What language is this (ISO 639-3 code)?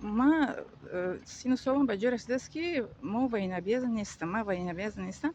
tgk